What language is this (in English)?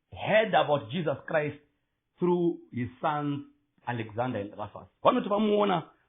Shona